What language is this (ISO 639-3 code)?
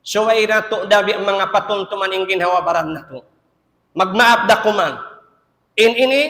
tsg